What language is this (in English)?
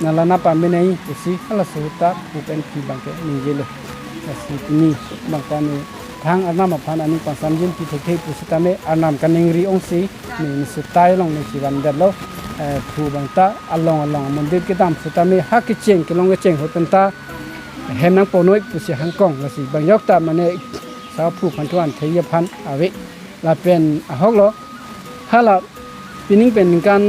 Karbi